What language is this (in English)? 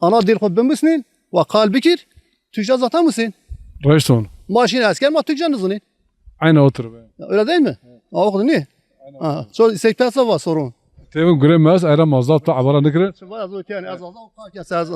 Zaza